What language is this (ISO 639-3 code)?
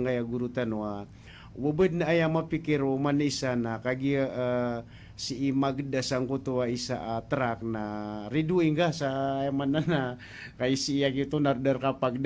mrw